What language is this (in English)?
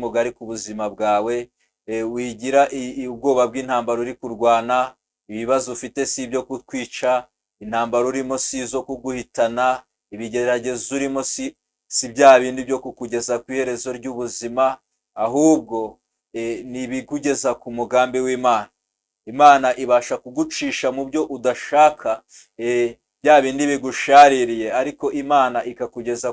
Kinyarwanda